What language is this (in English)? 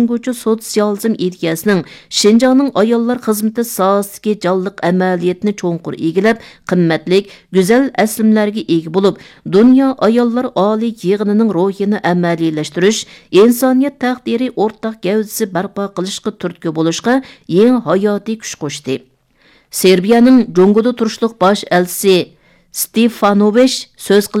Uyghur